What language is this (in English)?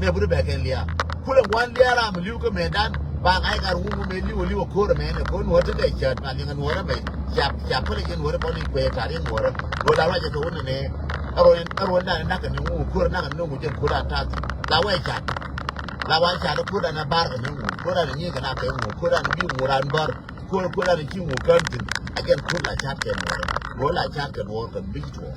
Nuer